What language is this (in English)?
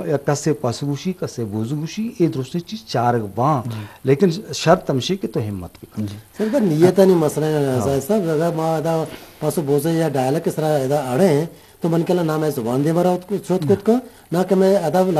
Eastern Balochi